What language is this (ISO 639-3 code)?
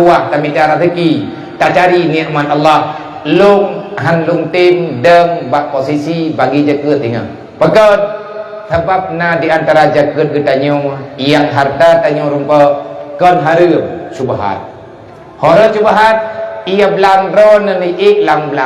ace